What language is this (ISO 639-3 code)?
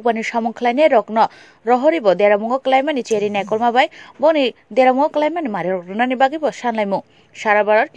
trp